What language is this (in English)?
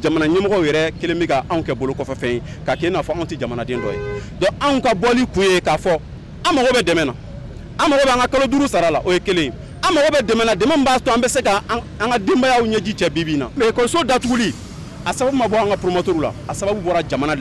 Bambara